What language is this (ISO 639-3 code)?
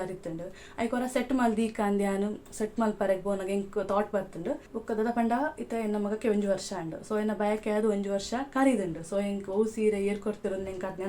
tcy